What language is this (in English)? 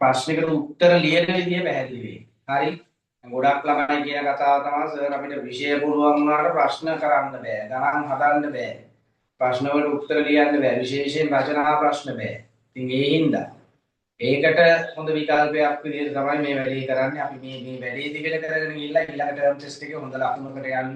Sinhala